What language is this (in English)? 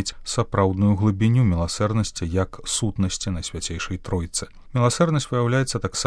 Belarusian